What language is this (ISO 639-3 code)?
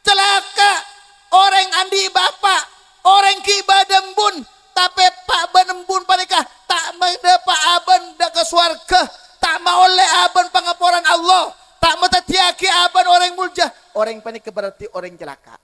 mad